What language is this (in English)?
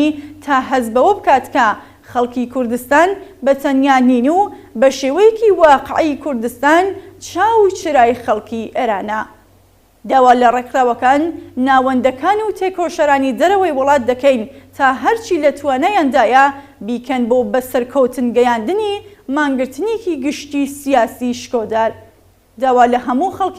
Central Kurdish